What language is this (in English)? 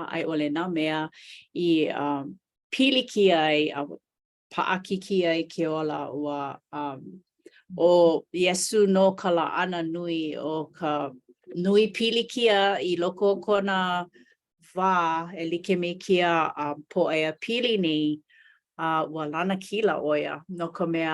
Hawaiian